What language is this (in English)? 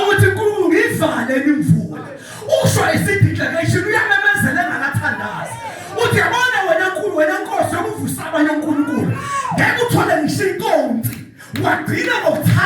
Zulu